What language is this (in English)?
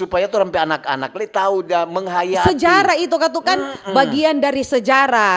Manado Malay